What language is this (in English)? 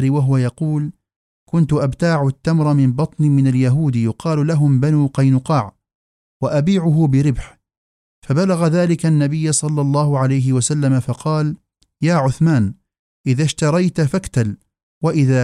Arabic